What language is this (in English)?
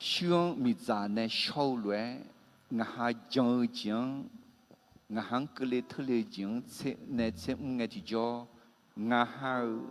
Akha